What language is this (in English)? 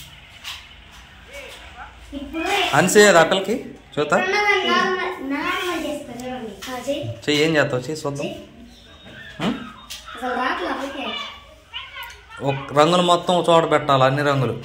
Telugu